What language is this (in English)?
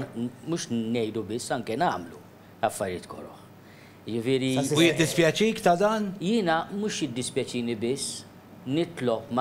Maltese